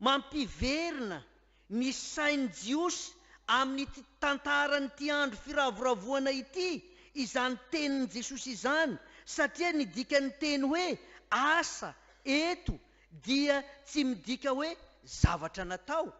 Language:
Malagasy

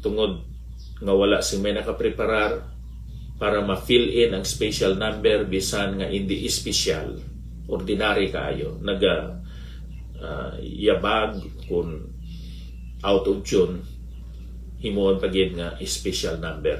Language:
Hiligaynon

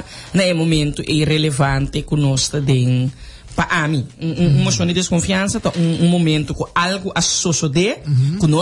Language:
Papiamento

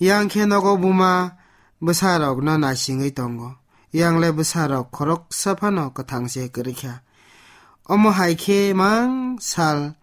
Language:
Kok Borok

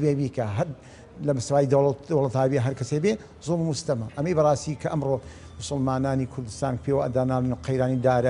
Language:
Central Kurdish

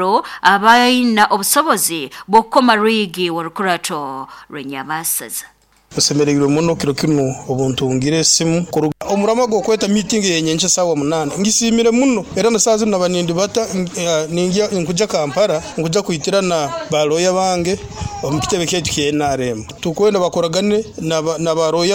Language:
Nyoro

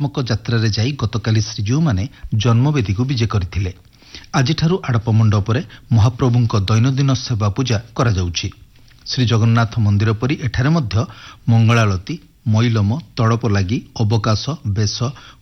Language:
Odia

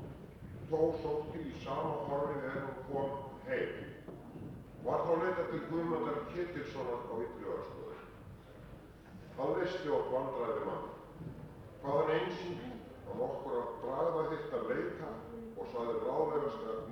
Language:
Icelandic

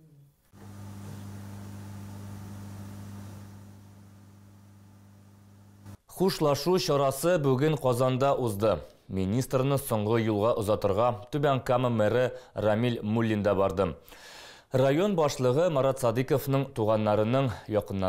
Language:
Tatar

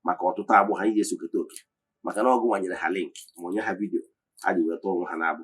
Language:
Igbo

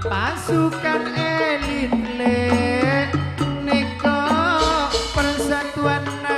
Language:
Madurese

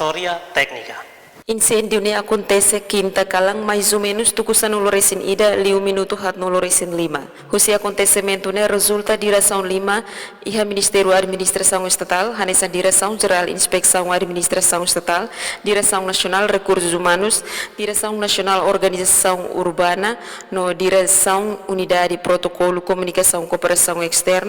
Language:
Tetum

